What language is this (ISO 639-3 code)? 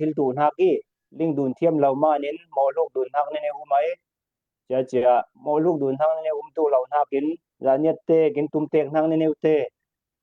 cfm